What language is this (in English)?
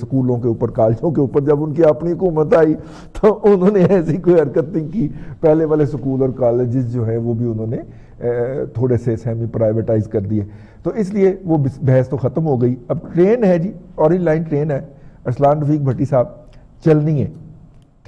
Urdu